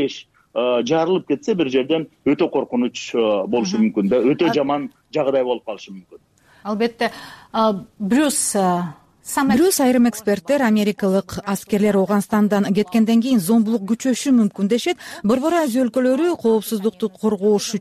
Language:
Kyrgyz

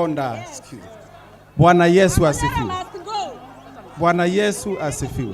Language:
Meru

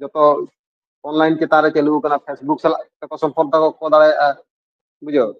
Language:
Santali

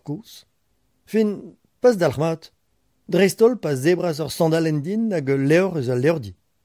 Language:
Breton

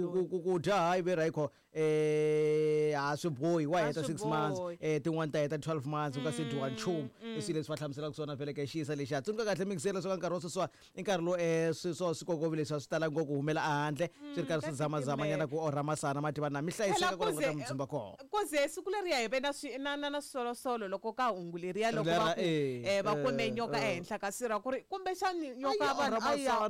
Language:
Tsonga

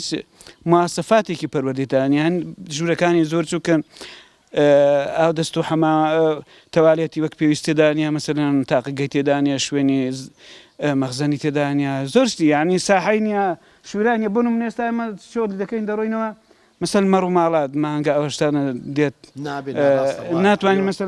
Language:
Central Kurdish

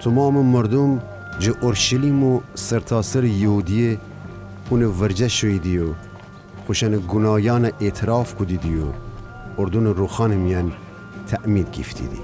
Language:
Gilaki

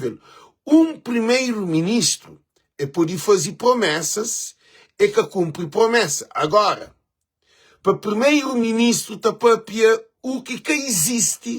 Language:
Kabuverdianu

